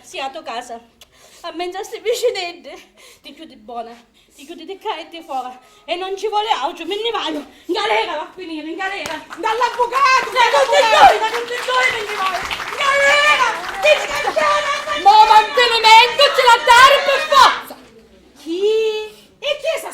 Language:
Sicilian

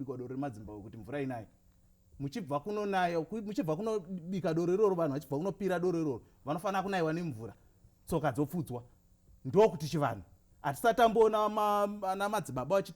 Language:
Shona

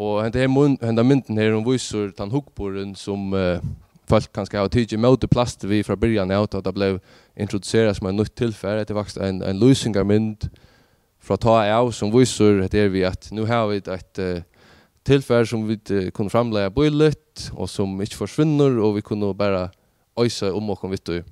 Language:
Faroese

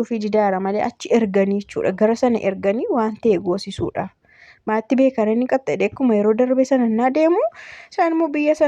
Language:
Oromo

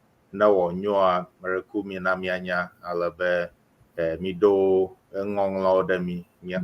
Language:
Ewe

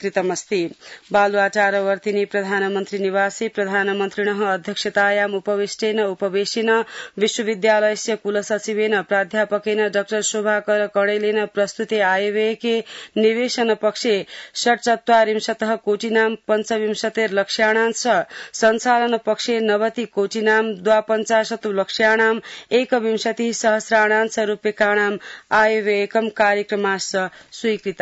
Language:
Sanskrit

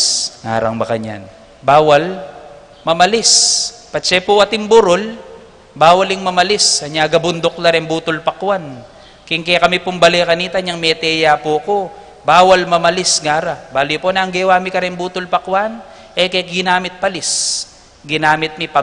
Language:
Pampanga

